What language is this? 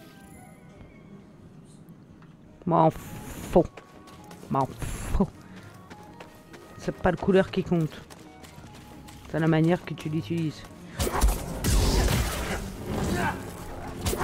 French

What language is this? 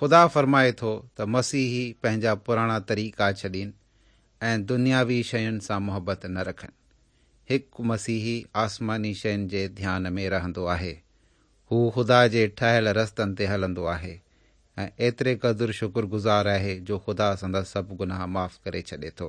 Sindhi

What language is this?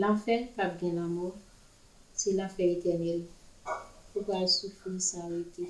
Haitian Creole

